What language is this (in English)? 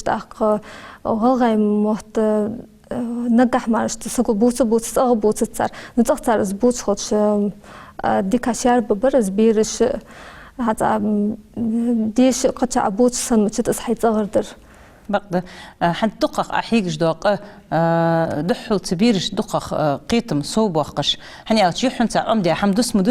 Ingush